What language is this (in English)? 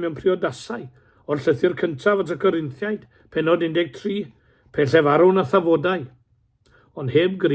Welsh